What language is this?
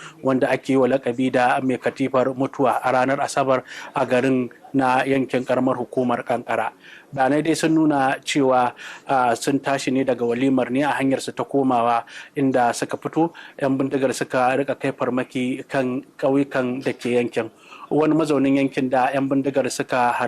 Hausa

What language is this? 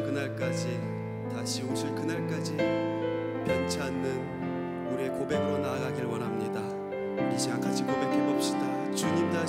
Korean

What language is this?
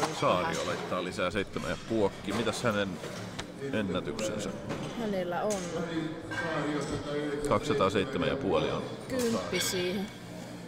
Finnish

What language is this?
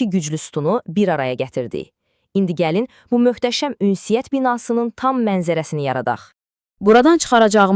Azerbaijani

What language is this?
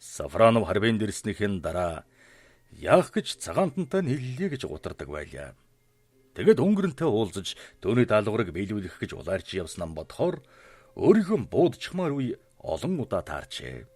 Mongolian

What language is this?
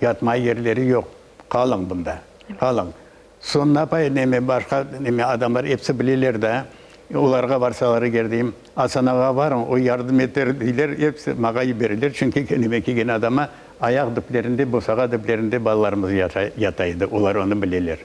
Crimean Tatar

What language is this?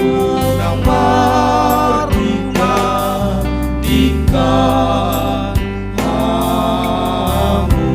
Batak Toba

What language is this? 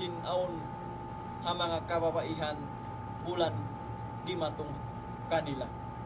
Tausug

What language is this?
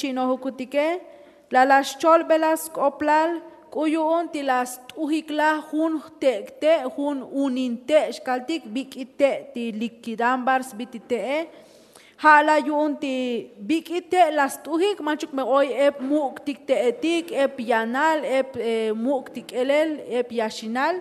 Tzotzil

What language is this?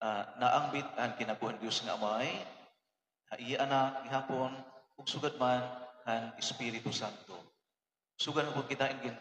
Waray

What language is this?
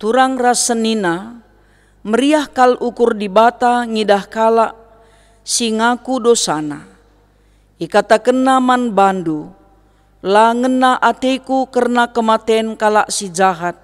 Batak Karo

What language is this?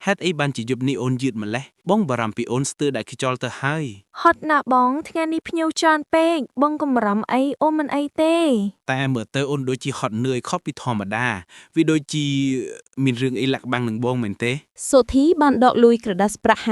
Khmer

